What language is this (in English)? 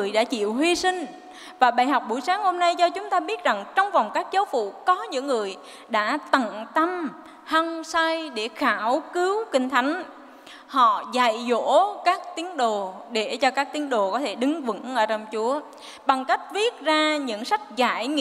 Vietnamese